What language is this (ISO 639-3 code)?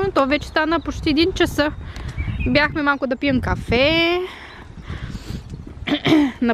bul